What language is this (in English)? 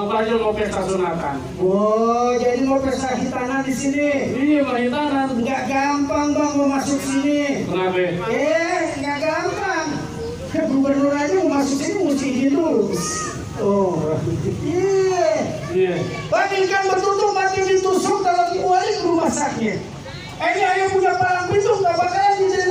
Betawi